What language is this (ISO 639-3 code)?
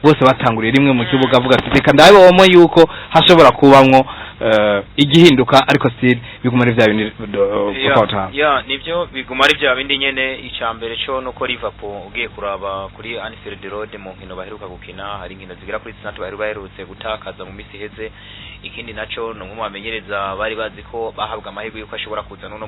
run